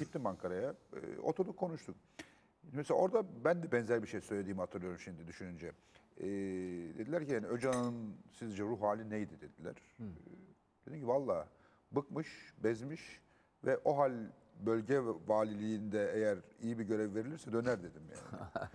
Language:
Turkish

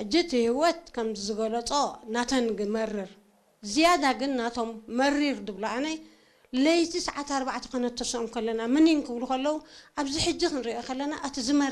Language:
Tigrinya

